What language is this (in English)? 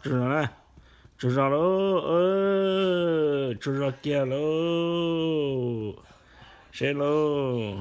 Hmong